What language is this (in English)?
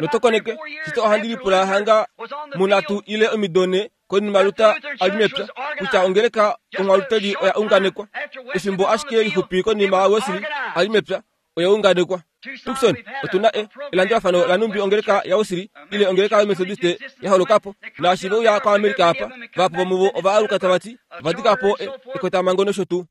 Kuanyama